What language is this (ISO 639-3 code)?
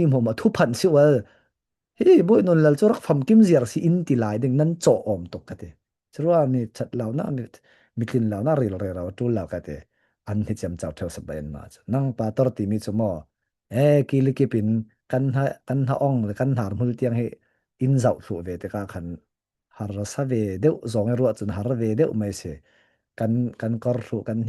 cfm